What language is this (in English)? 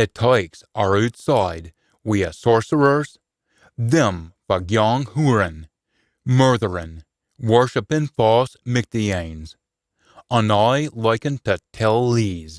Scots